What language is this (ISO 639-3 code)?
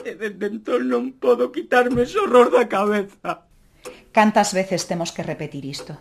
glg